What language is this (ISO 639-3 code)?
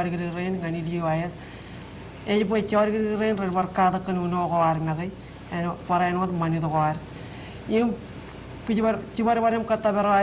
mah